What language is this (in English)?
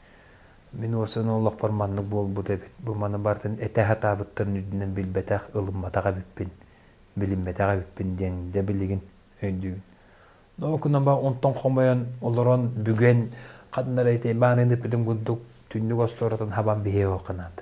Yakut